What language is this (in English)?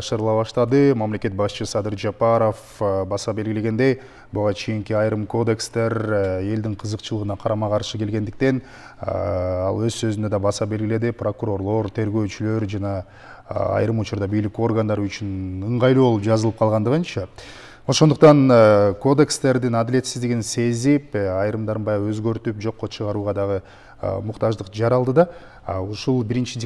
Kyrgyz